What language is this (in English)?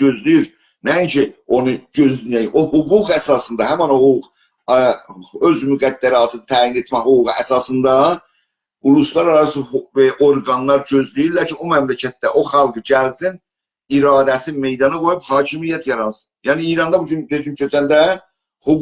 South Azerbaijani